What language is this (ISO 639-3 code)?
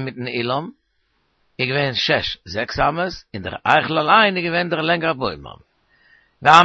yid